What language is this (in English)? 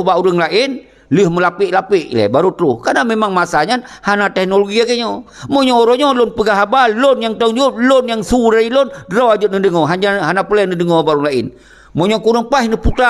Achinese